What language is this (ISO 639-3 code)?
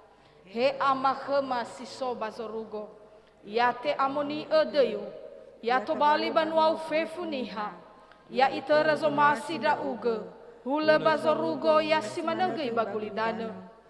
nia